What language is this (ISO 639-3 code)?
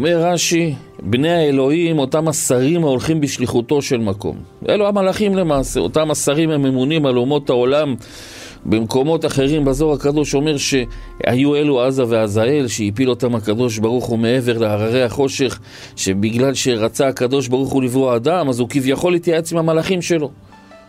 heb